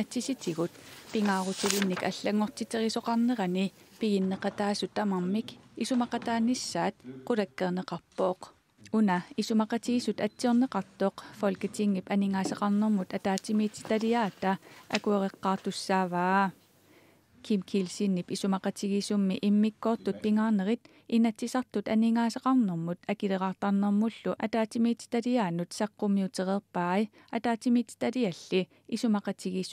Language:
Kalaallisut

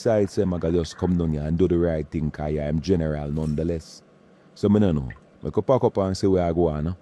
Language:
Jamaican Creole English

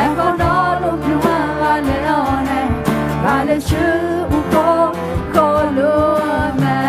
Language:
Akha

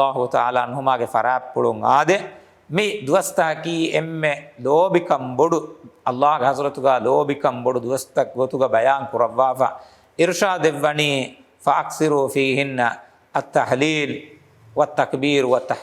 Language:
Divehi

